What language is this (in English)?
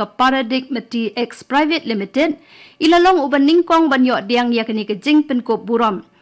Khasi